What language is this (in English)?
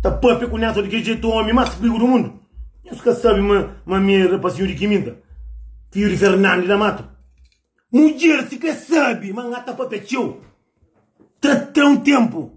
Kabuverdianu